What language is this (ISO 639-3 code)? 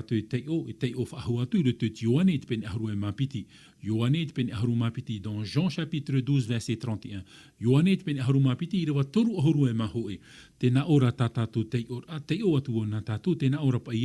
tah